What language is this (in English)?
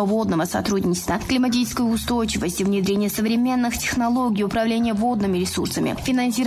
Russian